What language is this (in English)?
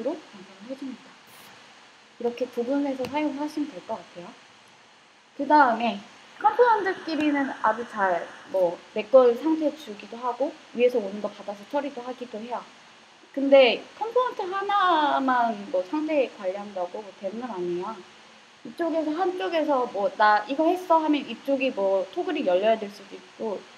Korean